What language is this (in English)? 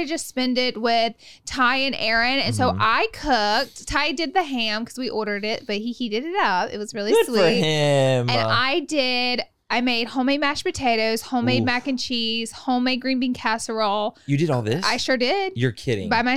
English